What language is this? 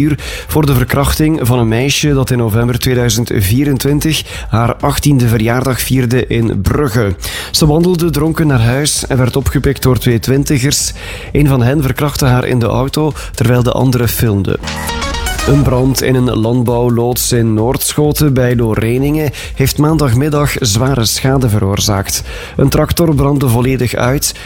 Dutch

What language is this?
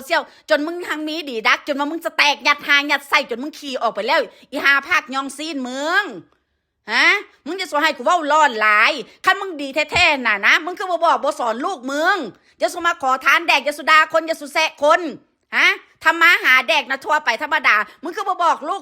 Northeastern Thai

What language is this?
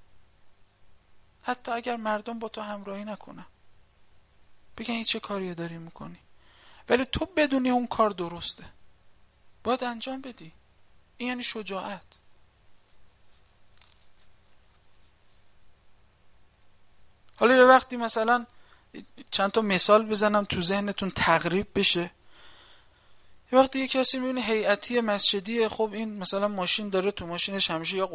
Persian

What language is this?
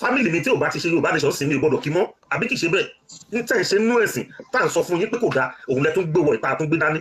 Yoruba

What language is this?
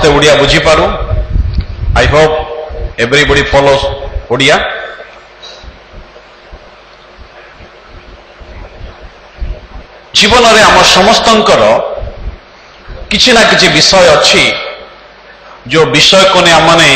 Odia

